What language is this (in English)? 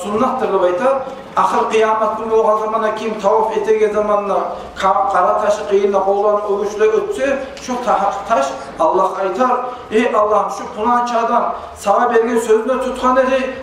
Kumyk